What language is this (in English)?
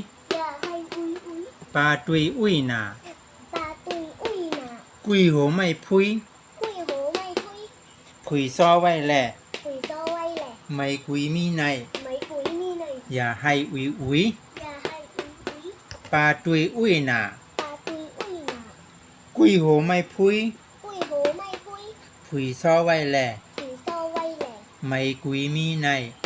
Shan